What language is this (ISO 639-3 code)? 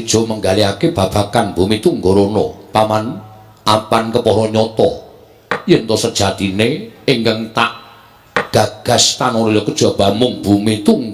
jav